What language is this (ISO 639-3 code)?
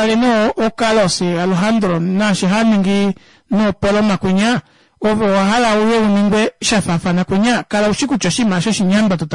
kua